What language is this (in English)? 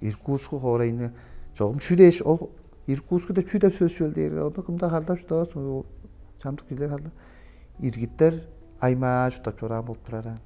Tuvinian